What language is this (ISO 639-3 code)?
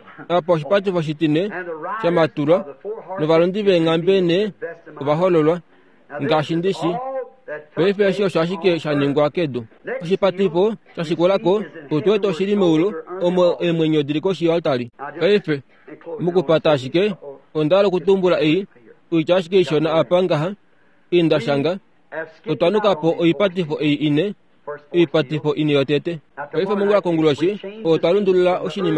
kua